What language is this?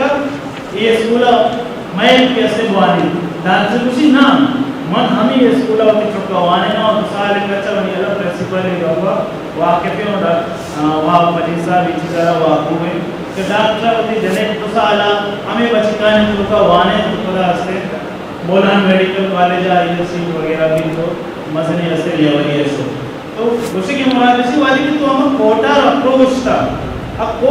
Eastern Balochi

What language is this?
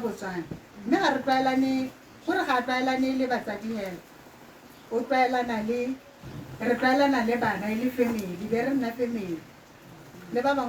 Tswana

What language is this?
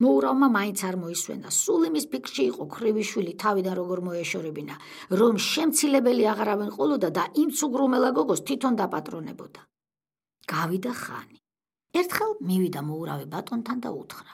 Georgian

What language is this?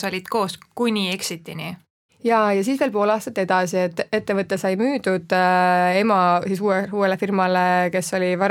Estonian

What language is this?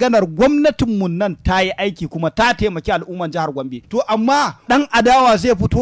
Hausa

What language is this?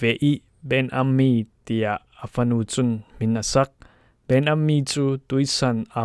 Falam Chin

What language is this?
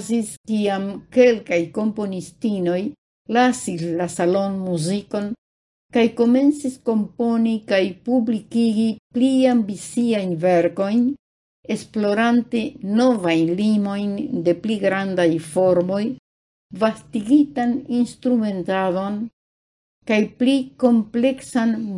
Esperanto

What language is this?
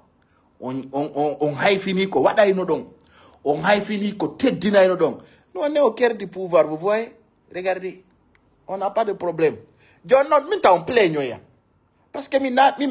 Fula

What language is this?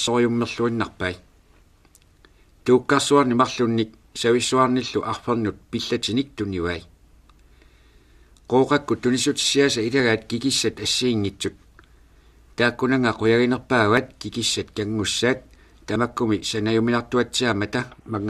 Kalaallisut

